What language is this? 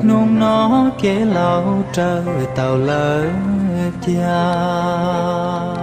Hmong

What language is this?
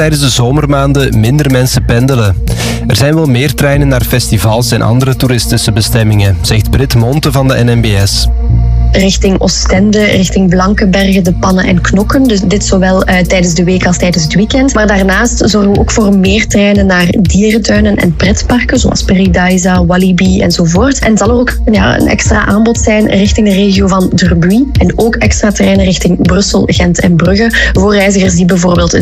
Dutch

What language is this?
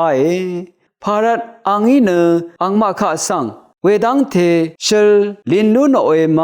Rawang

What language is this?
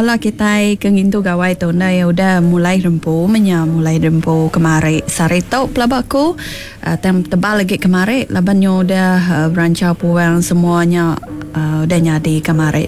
Iban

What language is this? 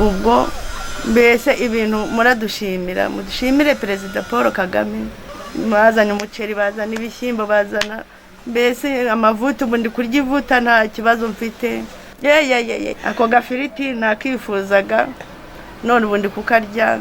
Kinyarwanda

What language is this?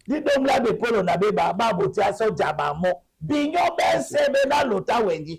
Duala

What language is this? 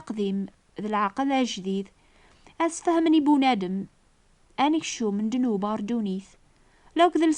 Kabyle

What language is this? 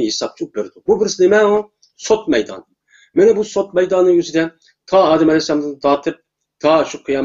Uyghur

